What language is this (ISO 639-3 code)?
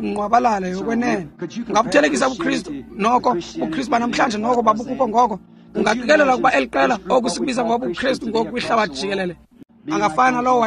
xho